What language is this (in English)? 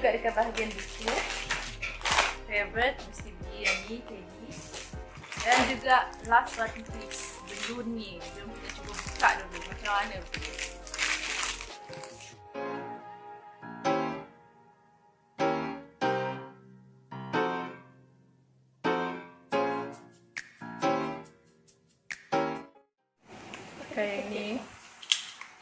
Malay